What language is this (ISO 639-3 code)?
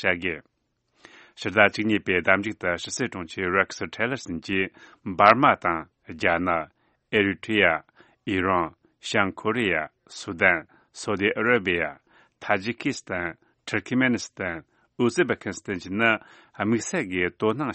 bod